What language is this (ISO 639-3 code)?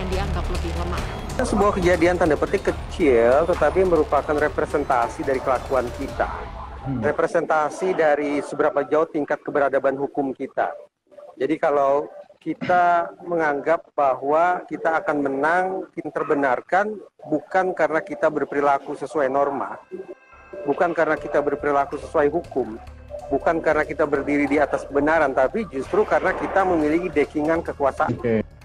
ind